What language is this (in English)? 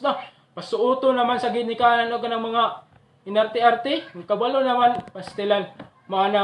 Cebuano